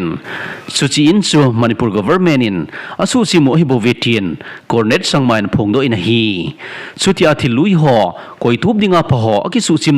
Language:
Thado Chin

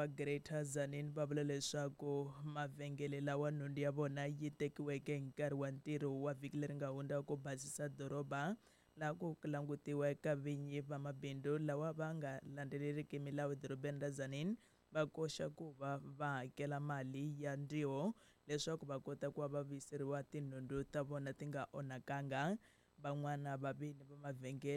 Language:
Tsonga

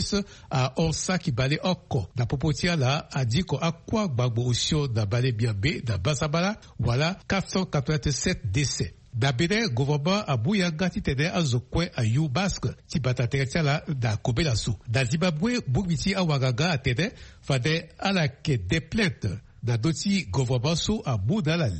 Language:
Sango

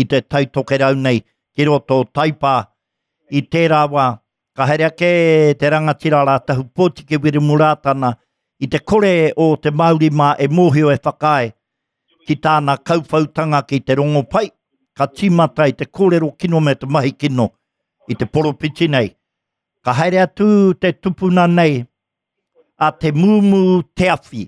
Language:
Māori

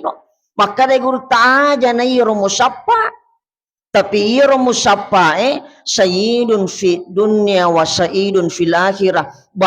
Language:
Buginese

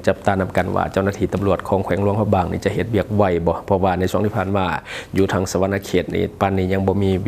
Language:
Lao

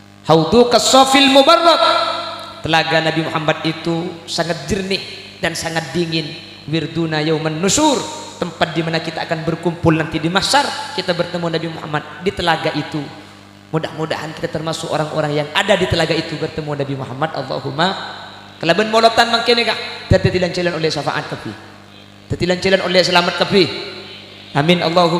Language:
Madurese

